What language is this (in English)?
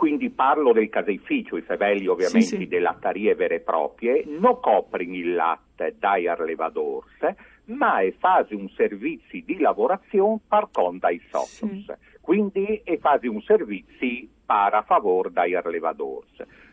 Friulian